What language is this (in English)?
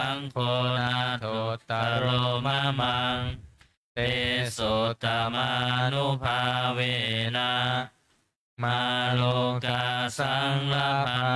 Pali